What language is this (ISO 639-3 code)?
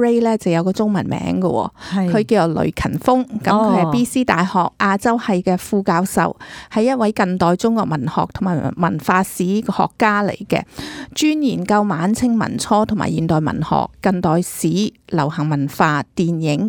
yue